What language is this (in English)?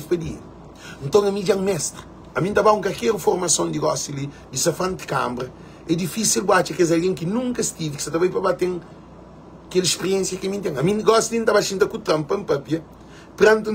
Kabuverdianu